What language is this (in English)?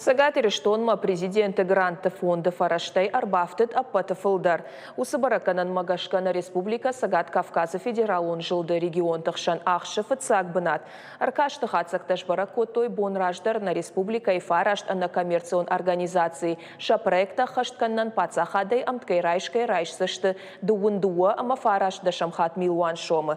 Ossetic